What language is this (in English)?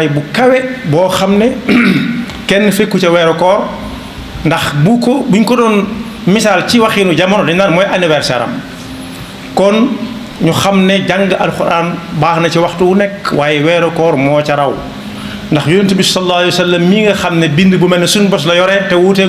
Wolof